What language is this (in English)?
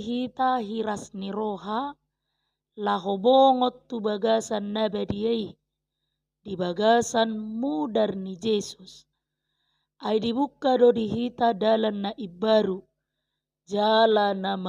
Batak Toba